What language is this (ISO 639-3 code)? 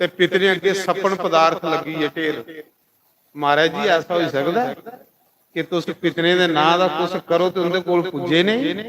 doi